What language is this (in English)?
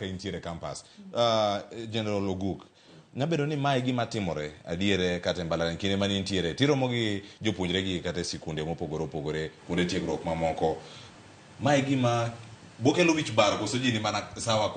Luo (Kenya and Tanzania)